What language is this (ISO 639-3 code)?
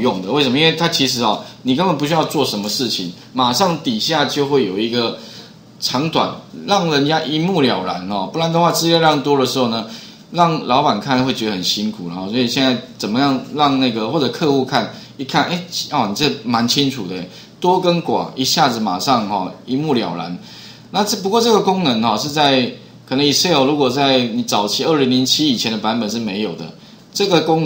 zho